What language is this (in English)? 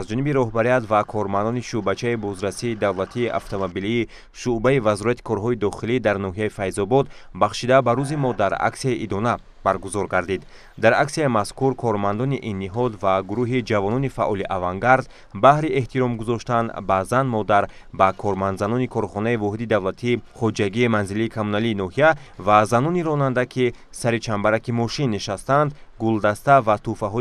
Tajik